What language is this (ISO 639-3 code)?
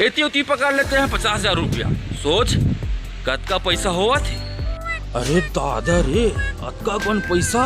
hne